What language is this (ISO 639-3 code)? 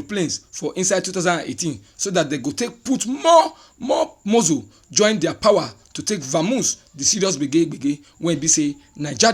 pcm